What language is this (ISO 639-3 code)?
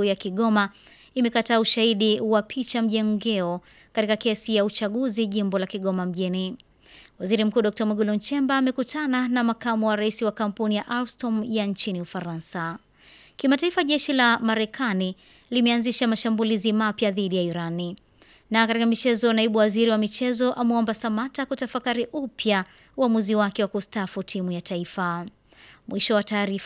swa